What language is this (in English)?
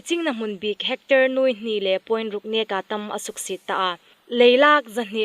Hmar